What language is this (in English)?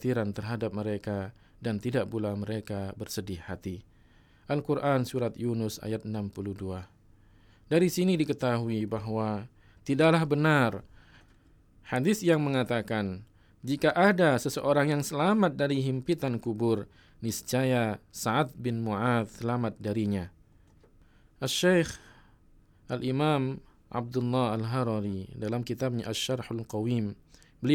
Indonesian